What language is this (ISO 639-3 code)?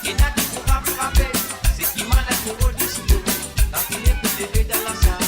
mfe